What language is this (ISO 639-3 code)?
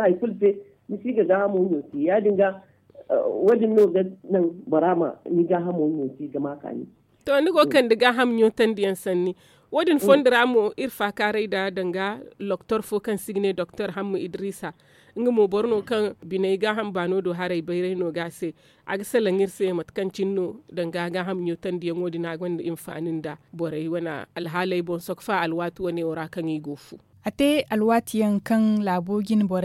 dje